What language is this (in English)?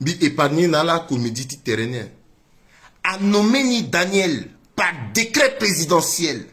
Sango